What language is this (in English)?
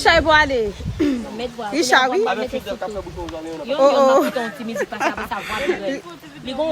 Haitian Creole